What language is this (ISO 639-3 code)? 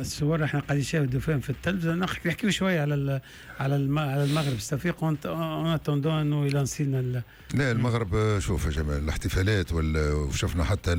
aeb